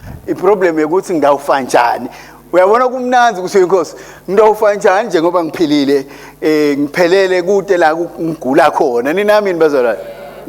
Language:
Swati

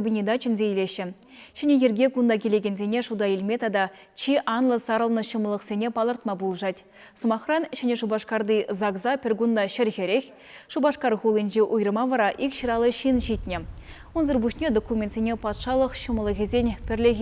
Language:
Chuvash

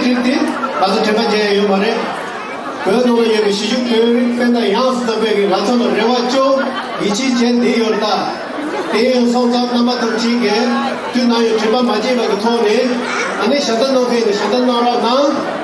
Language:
Tibetan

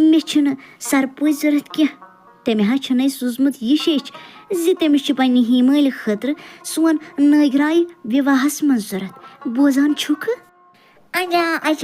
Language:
Kashmiri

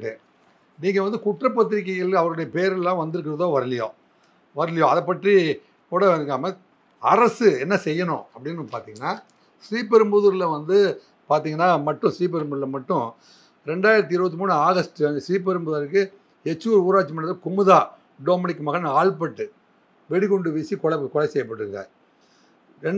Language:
Tamil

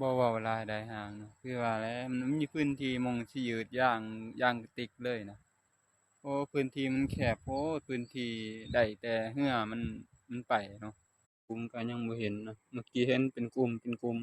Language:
Lao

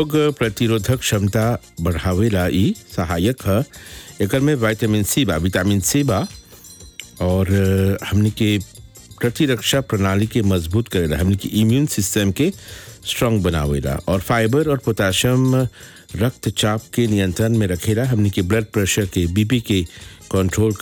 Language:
Bhojpuri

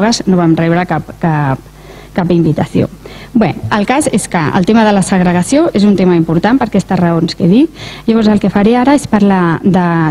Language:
Catalan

